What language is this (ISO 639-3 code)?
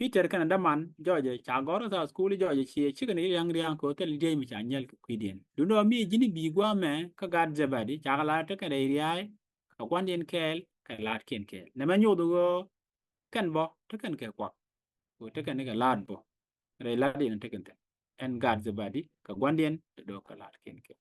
nus